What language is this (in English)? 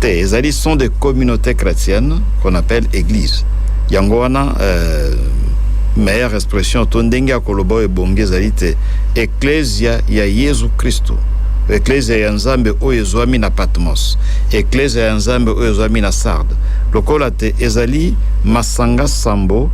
Lingala